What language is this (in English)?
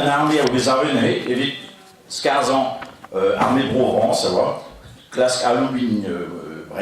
Breton